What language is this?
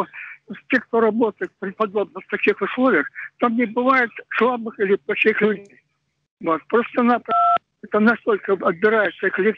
Russian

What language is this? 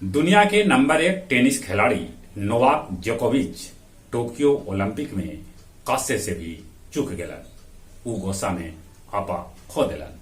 Magahi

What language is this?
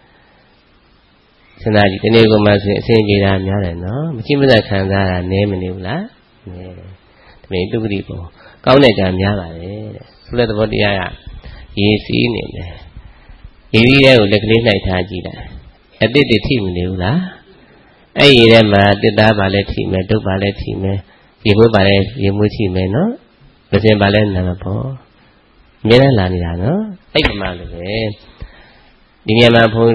Burmese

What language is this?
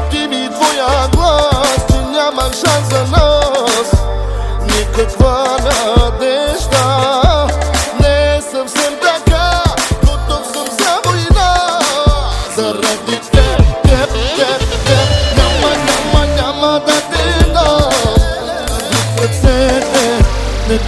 Bulgarian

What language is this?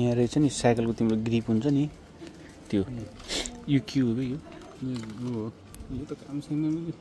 Nepali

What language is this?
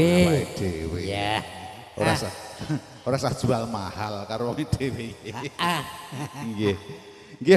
Javanese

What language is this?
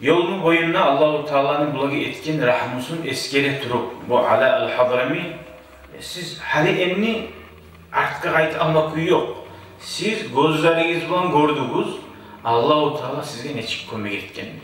Kumyk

